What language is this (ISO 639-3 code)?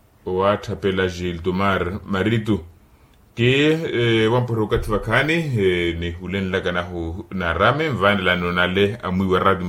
vmw